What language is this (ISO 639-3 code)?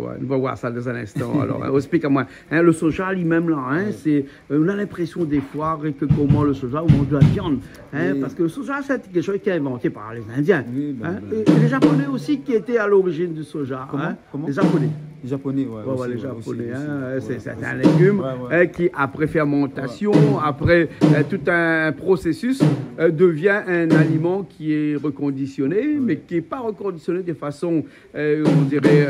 rcf